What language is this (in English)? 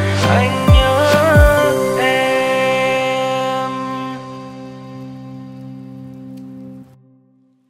Vietnamese